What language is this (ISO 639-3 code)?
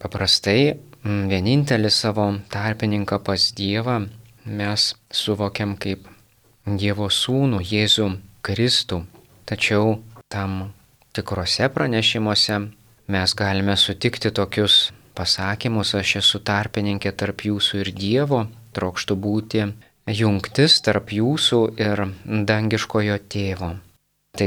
lit